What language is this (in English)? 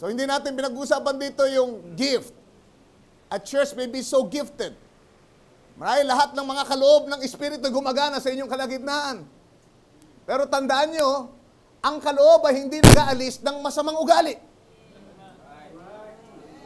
Filipino